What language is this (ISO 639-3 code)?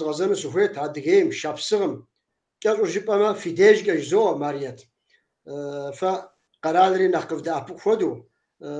kbd